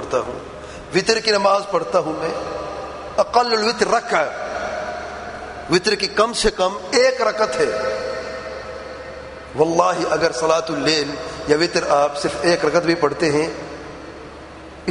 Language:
Urdu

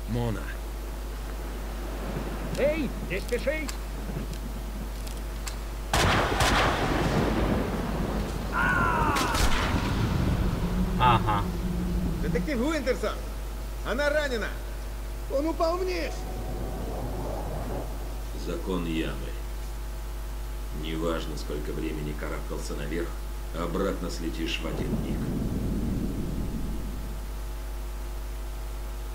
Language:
Russian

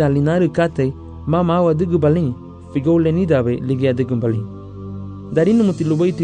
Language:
Garifuna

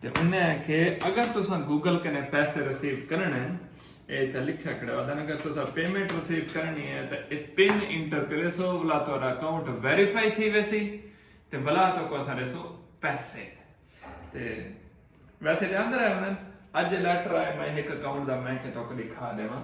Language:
Saraiki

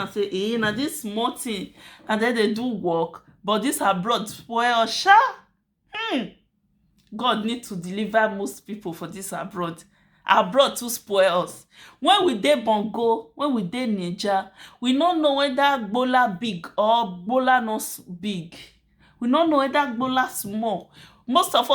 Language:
Nigerian Pidgin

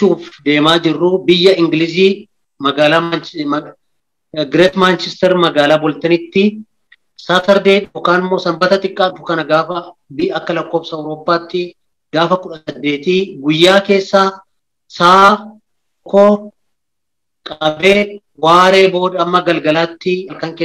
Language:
Oromo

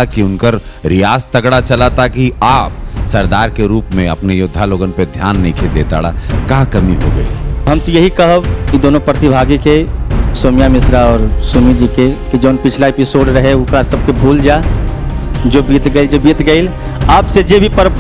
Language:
Bhojpuri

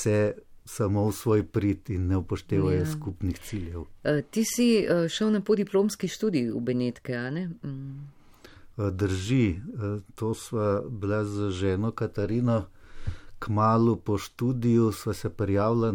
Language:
Slovenian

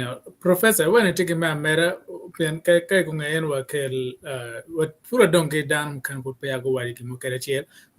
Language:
Acoli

